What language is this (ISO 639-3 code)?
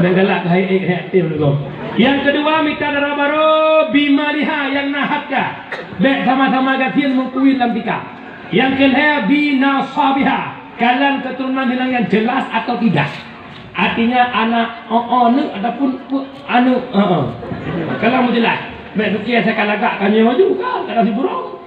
ace